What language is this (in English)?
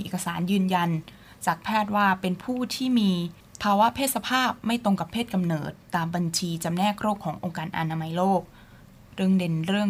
Thai